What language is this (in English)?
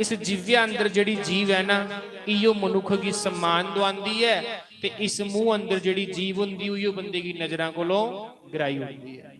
Dogri